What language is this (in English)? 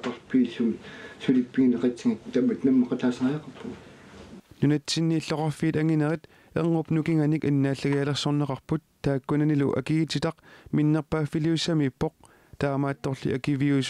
Kalaallisut